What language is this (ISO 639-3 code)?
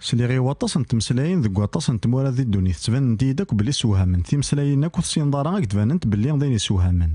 kab